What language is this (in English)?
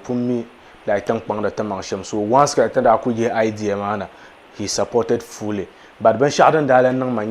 Dagbani